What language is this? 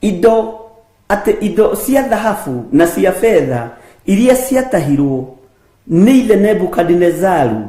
Kikuyu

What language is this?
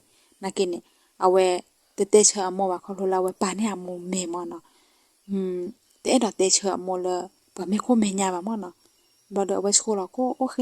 S'gaw Karen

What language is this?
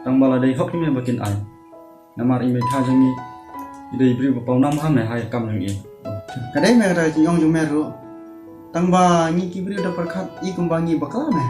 Khasi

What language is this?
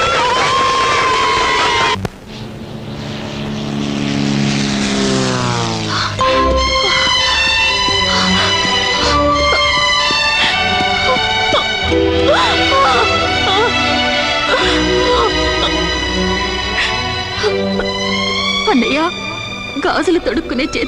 Telugu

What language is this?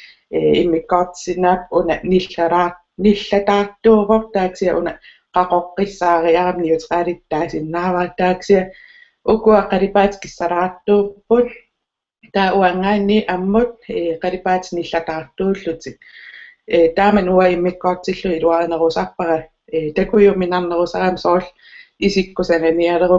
Kalaallisut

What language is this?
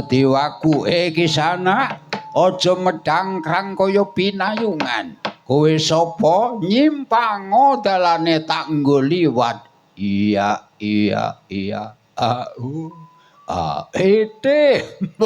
Javanese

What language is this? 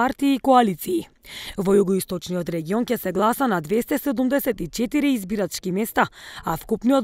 Macedonian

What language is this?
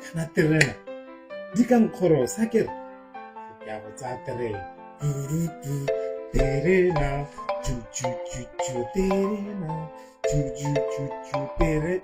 Tswana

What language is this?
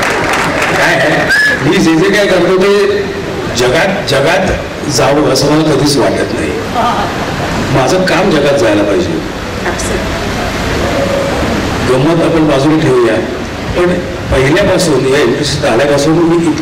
Marathi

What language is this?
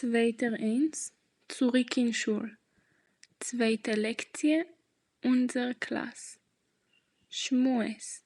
Yiddish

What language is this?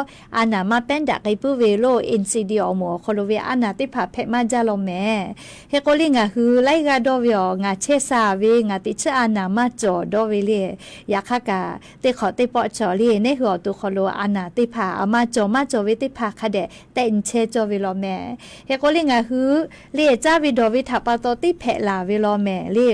Lahu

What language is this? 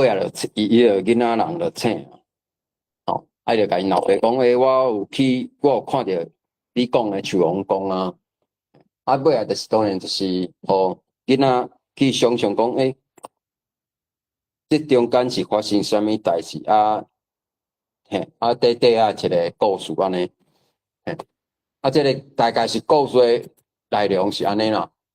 Min Nan Chinese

